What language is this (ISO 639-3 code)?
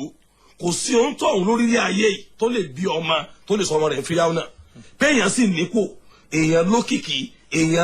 yor